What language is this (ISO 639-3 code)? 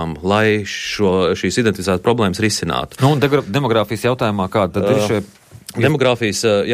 lav